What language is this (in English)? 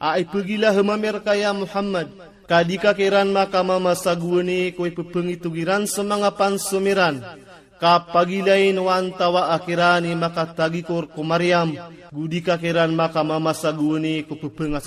Maranao